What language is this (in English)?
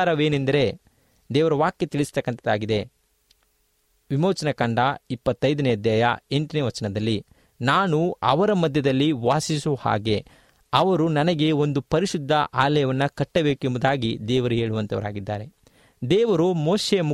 Kannada